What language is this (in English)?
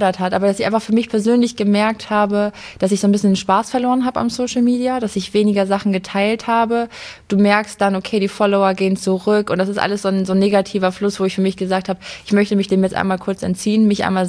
German